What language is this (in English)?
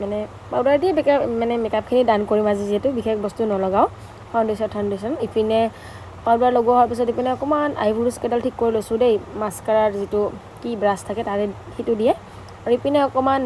Assamese